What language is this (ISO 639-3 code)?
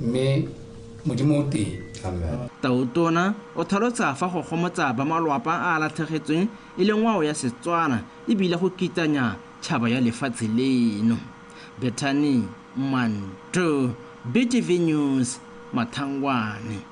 tsn